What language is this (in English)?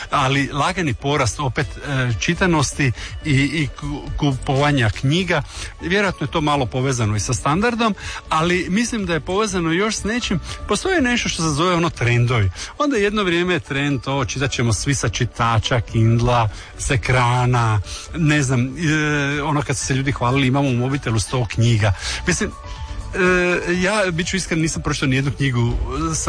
Croatian